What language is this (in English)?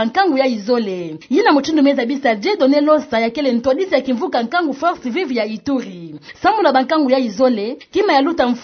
Kituba (Democratic Republic of Congo)